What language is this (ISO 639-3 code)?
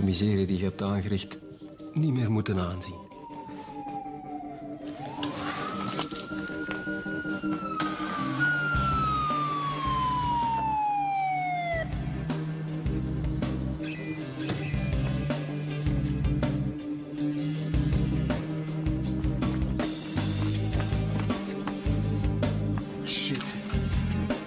nld